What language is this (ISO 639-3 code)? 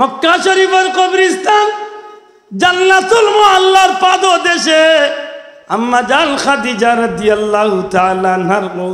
syl